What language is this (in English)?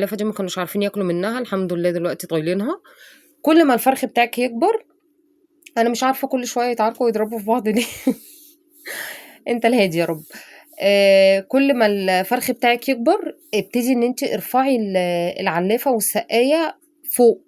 Egyptian Arabic